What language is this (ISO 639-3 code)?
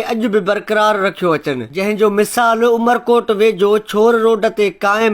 snd